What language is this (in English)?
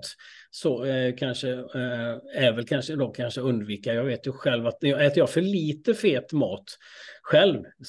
Swedish